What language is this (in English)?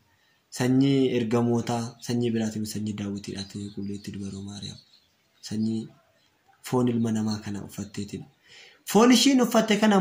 Oromo